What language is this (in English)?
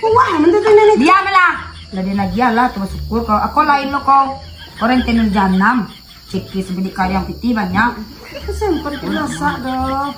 Minangkabau